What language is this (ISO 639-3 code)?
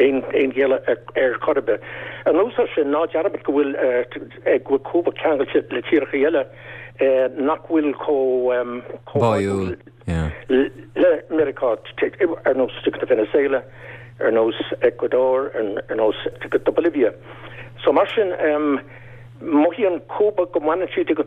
gle